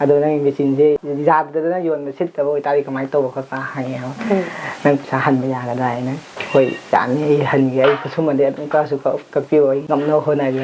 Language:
Manipuri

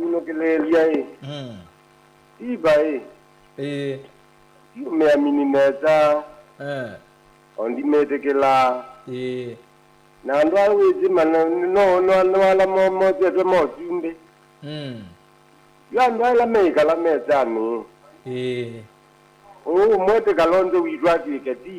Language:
Kamba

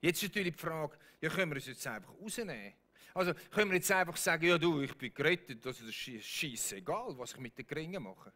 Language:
Swiss German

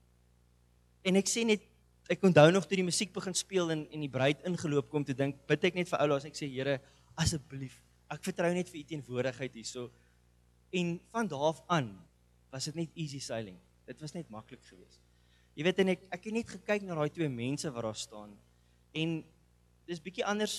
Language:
Afrikaans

